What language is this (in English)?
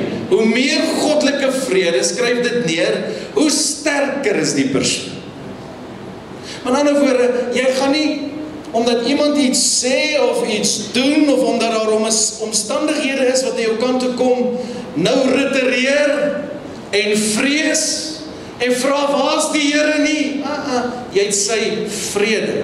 Afrikaans